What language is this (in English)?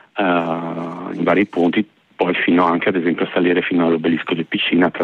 Italian